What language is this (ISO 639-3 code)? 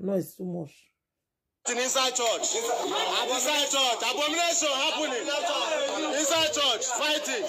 pcm